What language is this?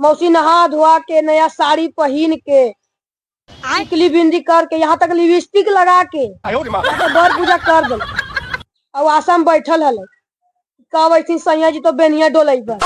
Magahi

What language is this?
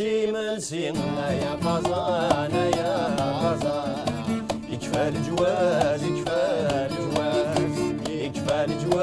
Kabyle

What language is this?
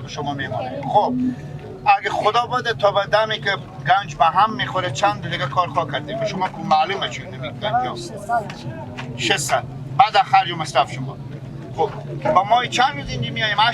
Persian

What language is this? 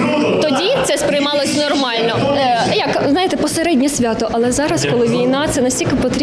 Ukrainian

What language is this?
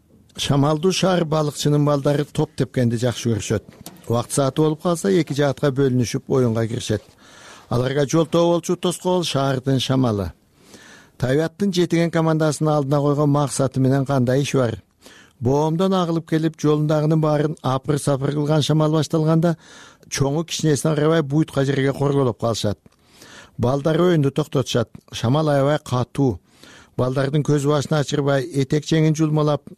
Kyrgyz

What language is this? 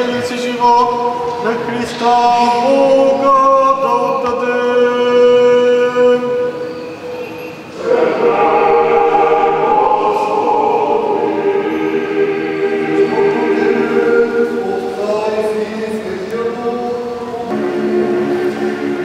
Bulgarian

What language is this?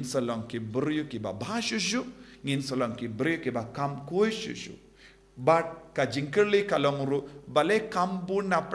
Khasi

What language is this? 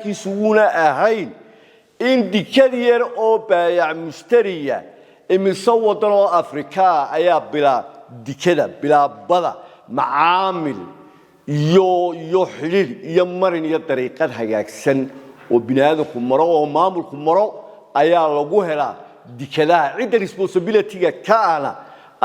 Somali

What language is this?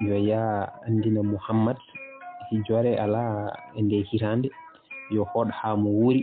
Fula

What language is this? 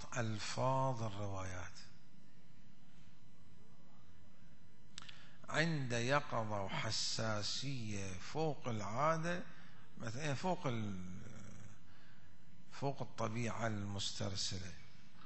Arabic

